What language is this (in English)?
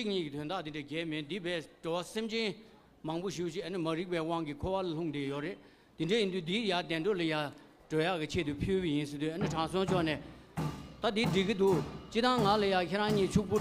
Tibetan